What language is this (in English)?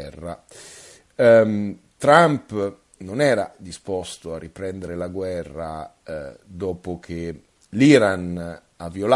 Italian